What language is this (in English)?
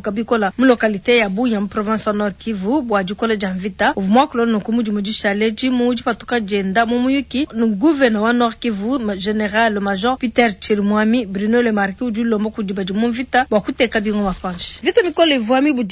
Luba-Lulua